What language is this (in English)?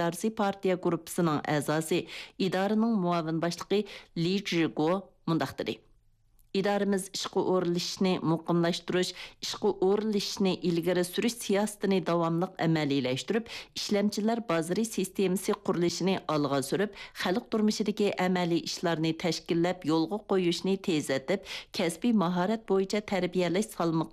Uyghur